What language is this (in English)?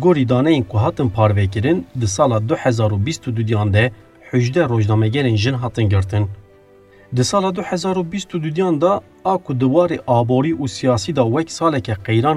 Kurdish